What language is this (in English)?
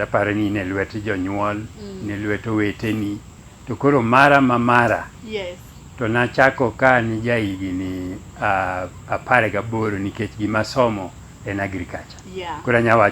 Luo (Kenya and Tanzania)